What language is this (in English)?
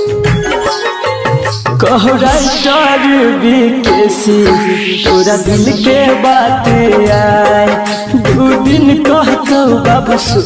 Bhojpuri